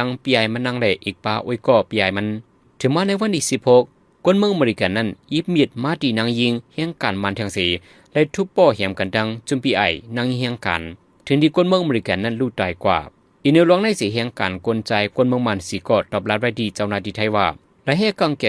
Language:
Shan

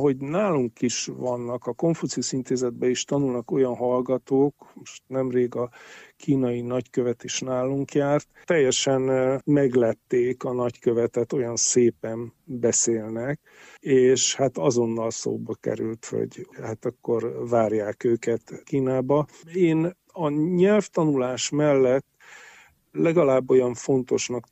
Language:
Hungarian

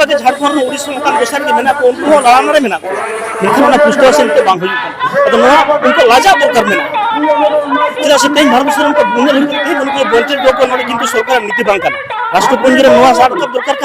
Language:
Santali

